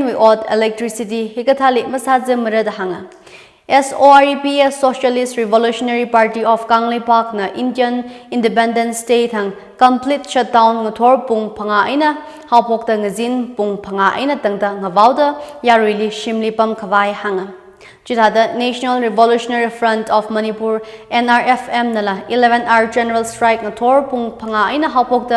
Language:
Tangkhul Naga (India)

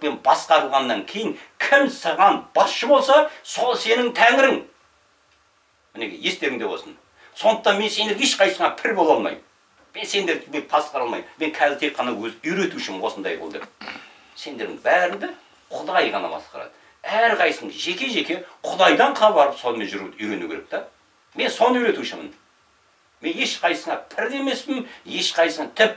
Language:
Kazakh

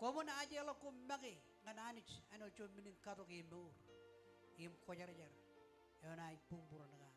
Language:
Marshallese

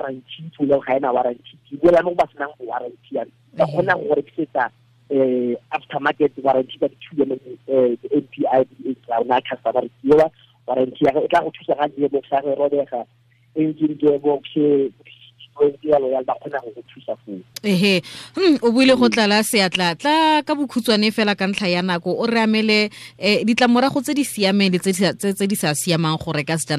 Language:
Tswana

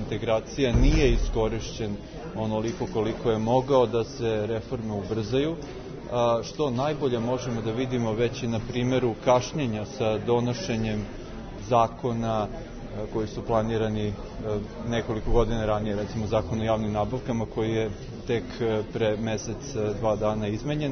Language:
Serbian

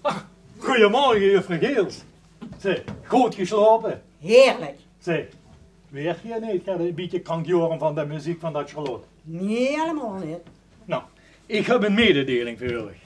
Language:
Limburgish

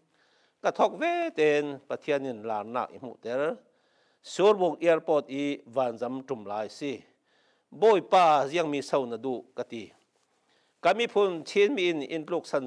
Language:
Falam Chin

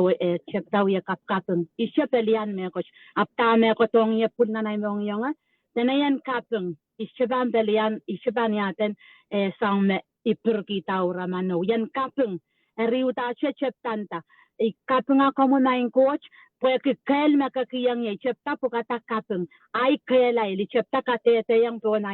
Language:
Pohnpeian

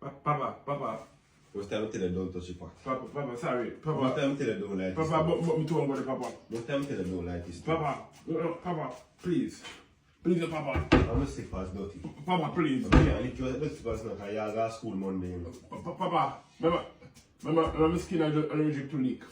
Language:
Jamaican Creole English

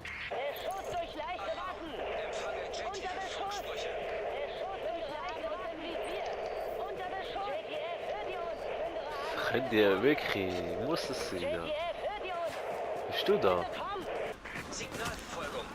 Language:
Swiss German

